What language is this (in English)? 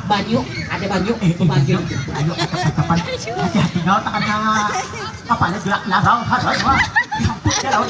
Banjar